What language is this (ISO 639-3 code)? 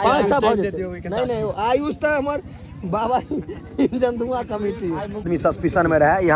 mai